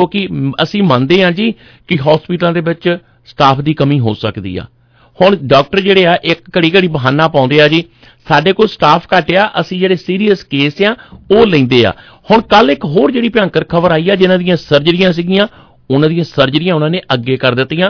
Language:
Punjabi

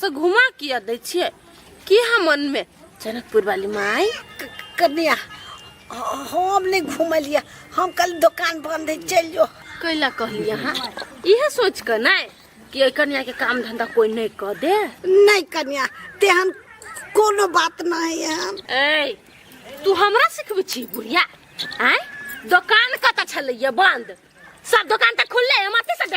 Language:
Maithili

